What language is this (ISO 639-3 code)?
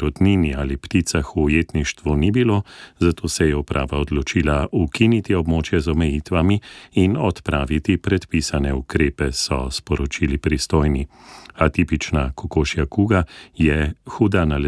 slv